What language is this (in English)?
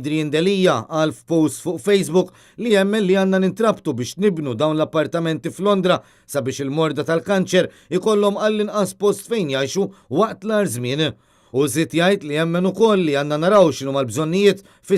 Maltese